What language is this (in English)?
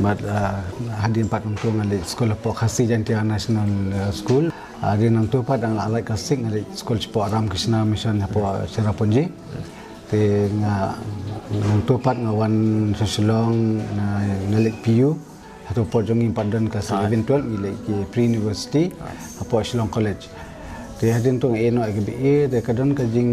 Khasi